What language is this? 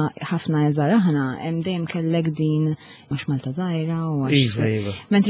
Maltese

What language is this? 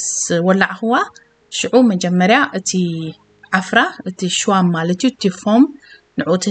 Tigrinya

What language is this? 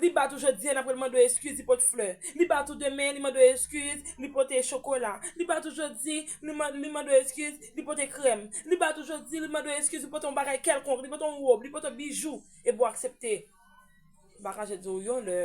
Haitian Creole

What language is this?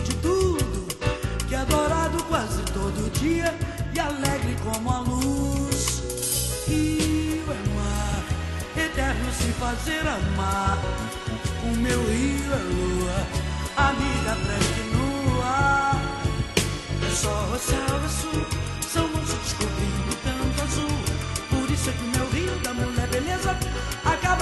Portuguese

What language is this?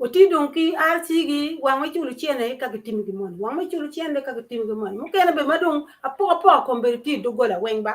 Acoli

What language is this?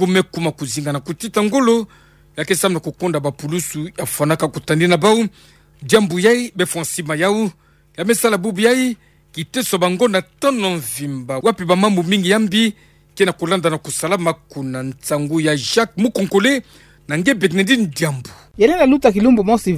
Kituba (Democratic Republic of Congo)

